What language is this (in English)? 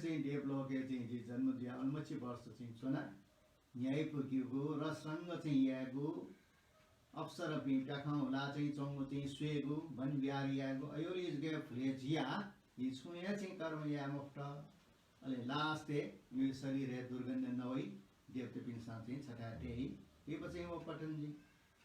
Newari